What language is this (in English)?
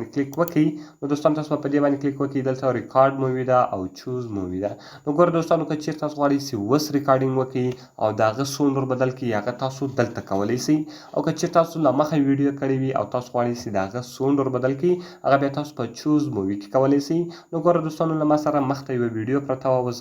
Pashto